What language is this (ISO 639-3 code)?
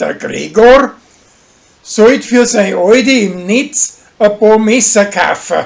bar